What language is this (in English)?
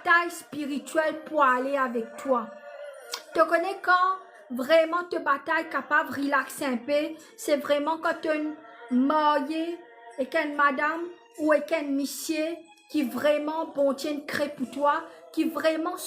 Morisyen